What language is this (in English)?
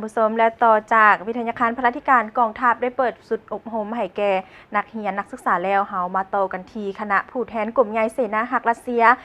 Lao